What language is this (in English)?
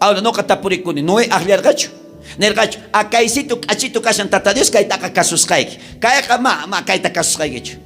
South Bolivian Quechua